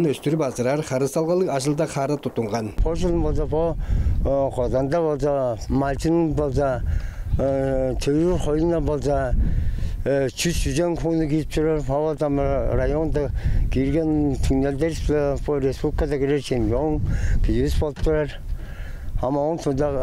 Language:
Tuvinian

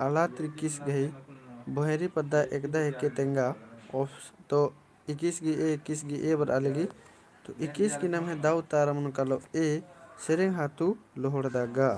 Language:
Kurukh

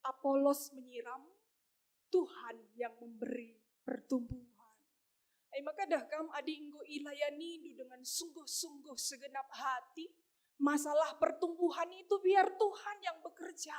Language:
Batak Karo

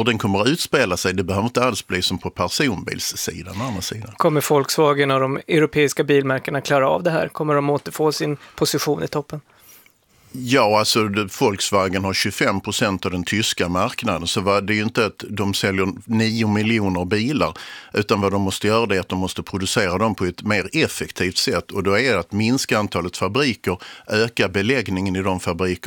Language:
Swedish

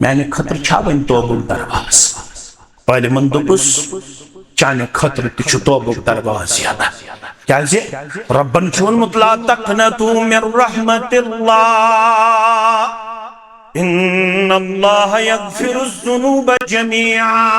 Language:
Kashmiri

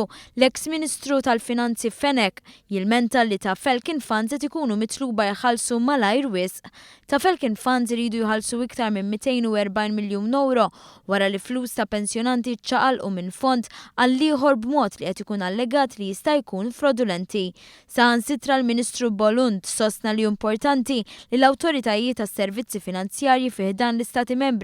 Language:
Maltese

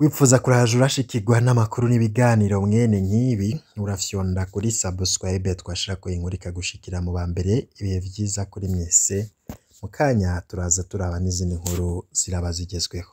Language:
Rundi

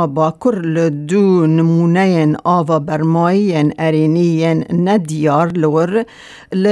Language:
Kurdish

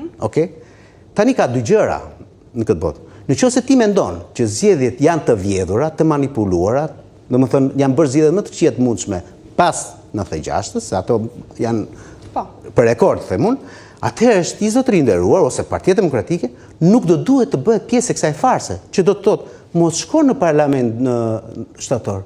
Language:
Albanian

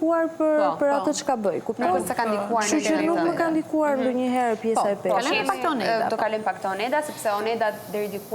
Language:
Albanian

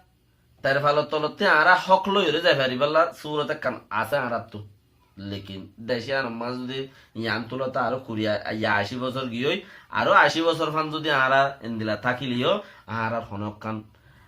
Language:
Rohingya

